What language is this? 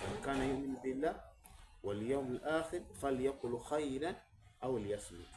Soga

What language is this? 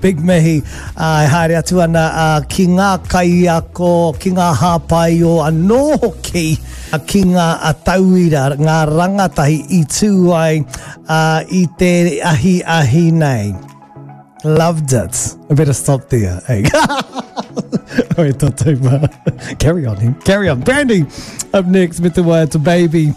Māori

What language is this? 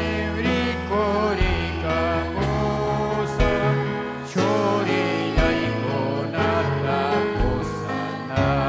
Ayacucho Quechua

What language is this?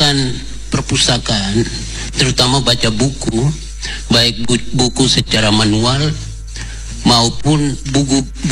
Indonesian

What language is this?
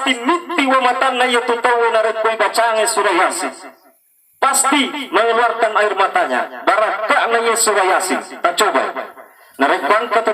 Buginese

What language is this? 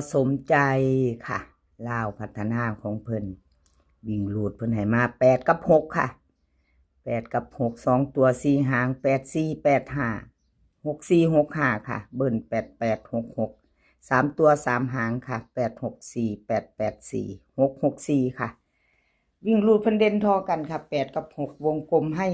Northeastern Thai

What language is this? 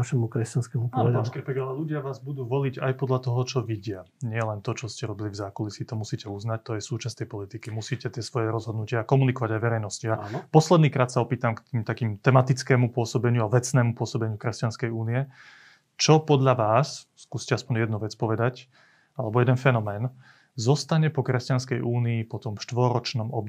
Slovak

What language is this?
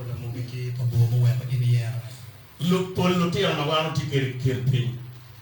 Acoli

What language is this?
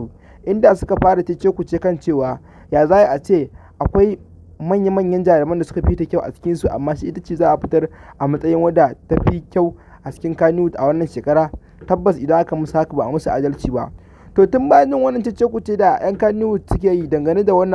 Hausa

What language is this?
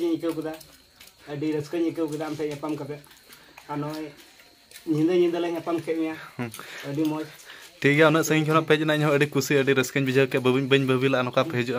Santali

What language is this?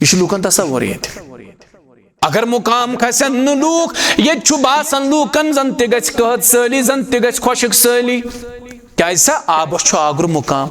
Kashmiri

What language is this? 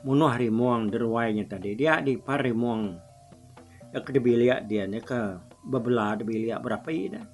Iban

